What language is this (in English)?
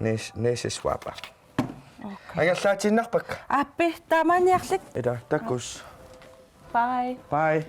Kalaallisut